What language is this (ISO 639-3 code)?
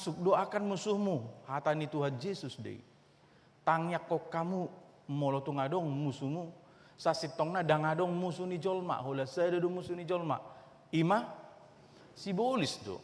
bbc